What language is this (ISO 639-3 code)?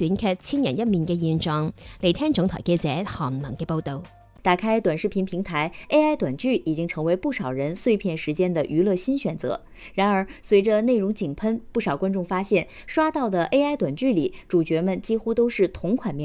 zho